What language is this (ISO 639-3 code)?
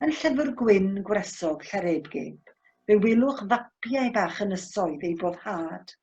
cym